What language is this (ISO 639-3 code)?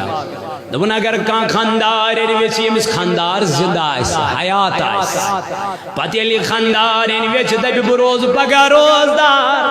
kas